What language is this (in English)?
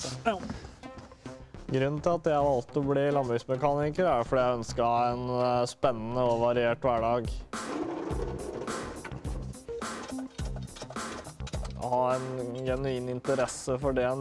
Norwegian